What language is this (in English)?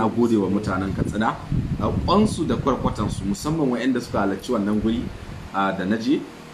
Hausa